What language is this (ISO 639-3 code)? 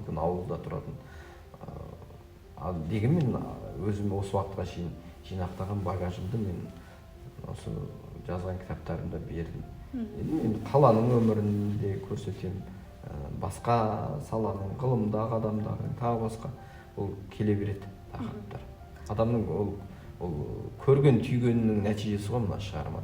kaz